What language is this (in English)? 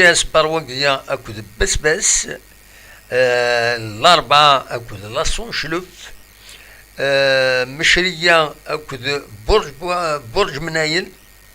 Kabyle